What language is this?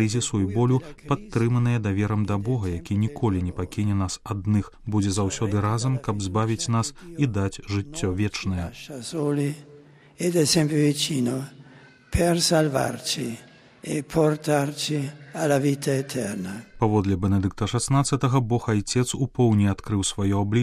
Belarusian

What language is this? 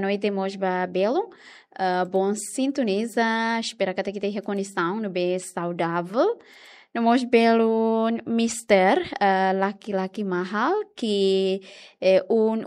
Tetum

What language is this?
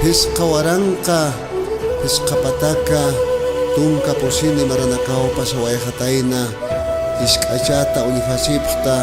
Aymara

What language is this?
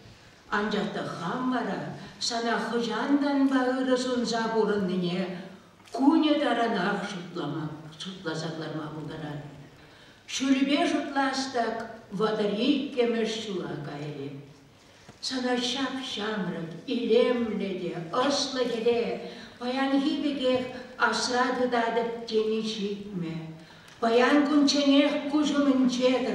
Chuvash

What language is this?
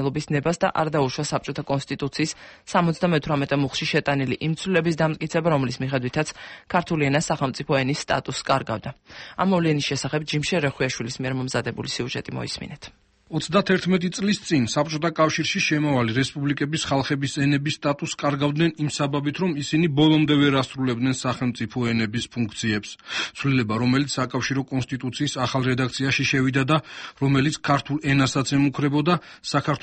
Georgian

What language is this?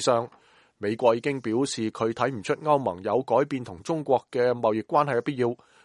Cantonese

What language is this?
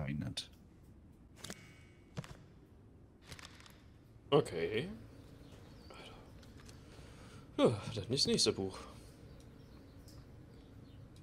German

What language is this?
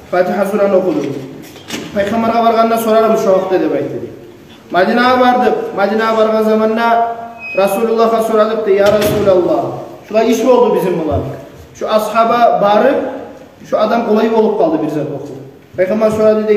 Kumyk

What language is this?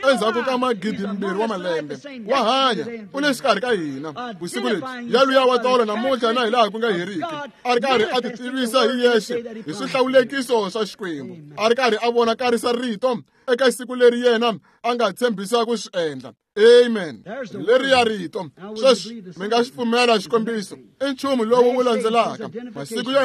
Tsonga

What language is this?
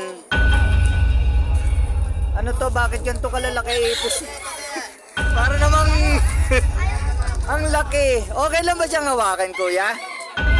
Filipino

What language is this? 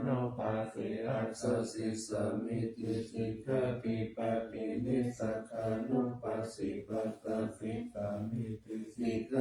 Pali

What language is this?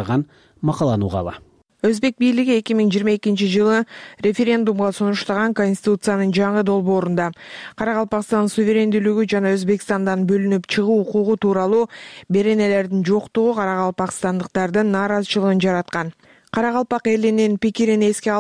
Kyrgyz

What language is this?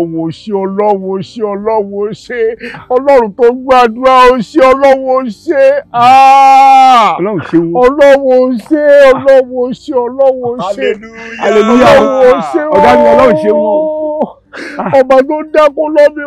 Yoruba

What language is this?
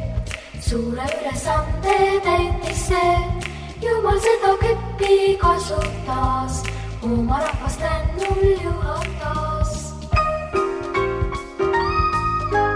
Estonian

